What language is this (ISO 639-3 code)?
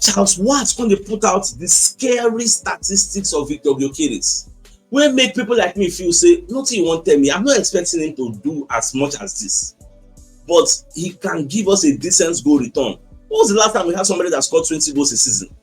pcm